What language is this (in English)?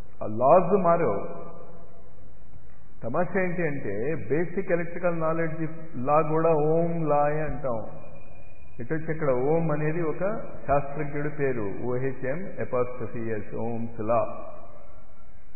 Telugu